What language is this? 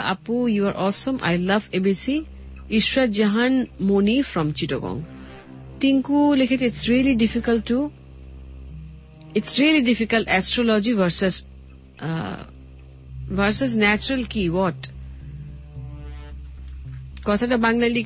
Bangla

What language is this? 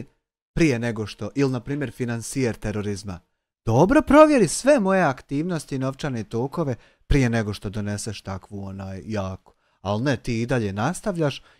Bosnian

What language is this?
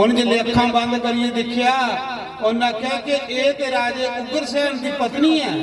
Dogri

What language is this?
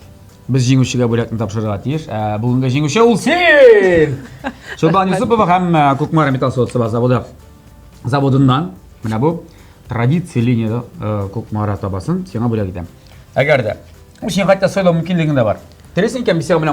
Tatar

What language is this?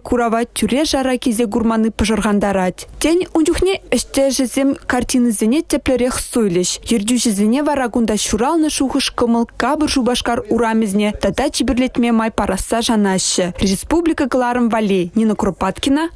Chuvash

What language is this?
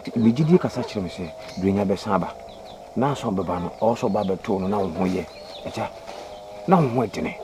Akan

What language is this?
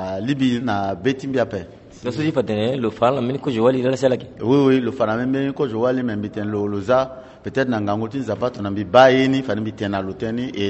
Sango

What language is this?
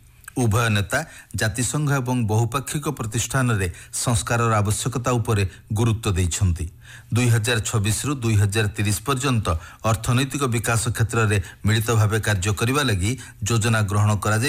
Odia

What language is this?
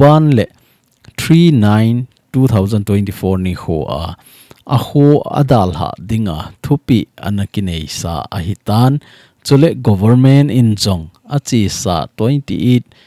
Thado Chin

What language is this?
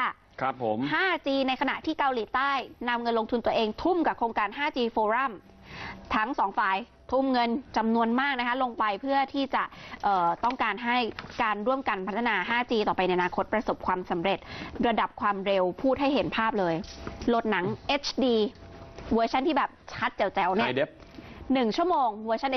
Thai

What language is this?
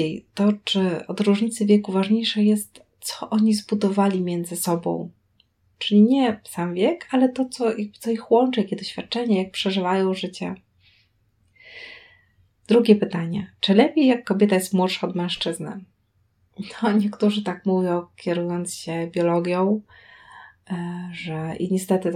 Polish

